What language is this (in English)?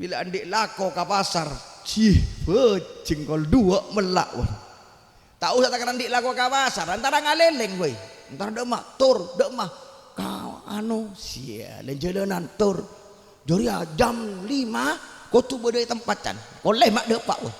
Madurese